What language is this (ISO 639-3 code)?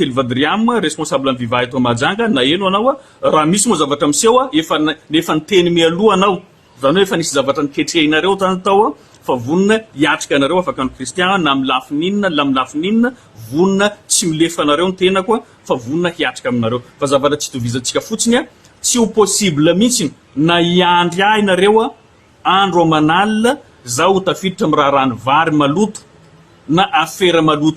mlg